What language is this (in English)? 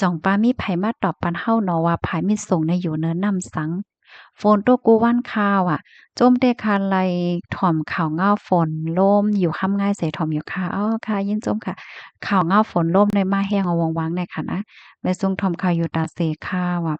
Shan